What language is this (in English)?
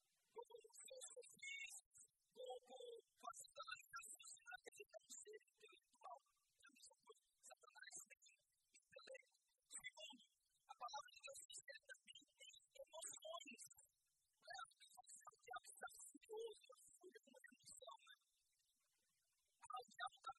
Portuguese